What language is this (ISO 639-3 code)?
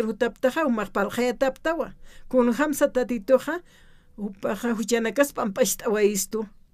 aym